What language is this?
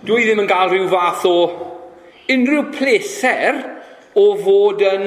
Welsh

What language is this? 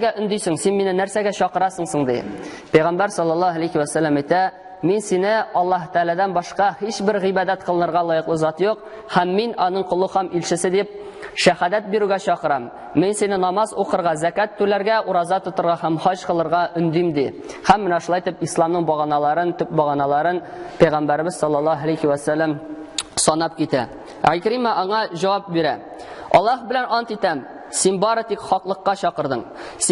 Tatar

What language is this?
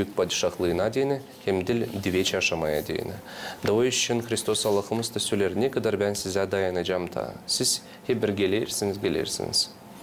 Gagauz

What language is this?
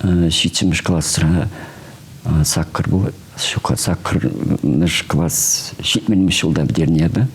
Chuvash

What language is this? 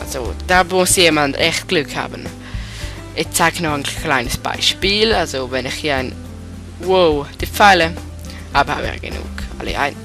Swiss German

